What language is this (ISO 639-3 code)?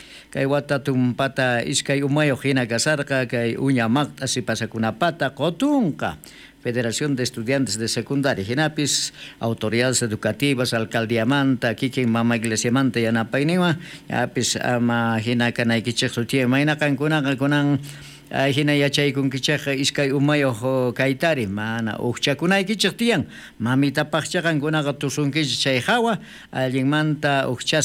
quh